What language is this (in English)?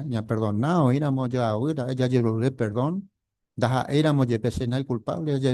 Guarani